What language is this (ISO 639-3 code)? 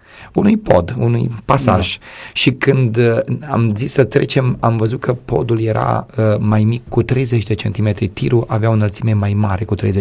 ron